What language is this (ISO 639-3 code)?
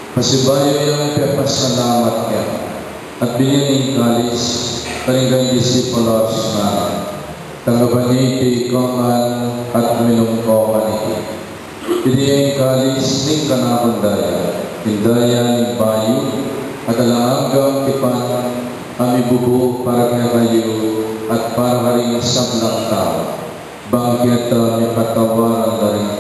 pam